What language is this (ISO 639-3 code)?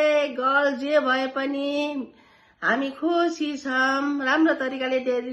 nep